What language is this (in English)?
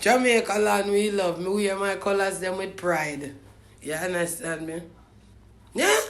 Jamaican Creole English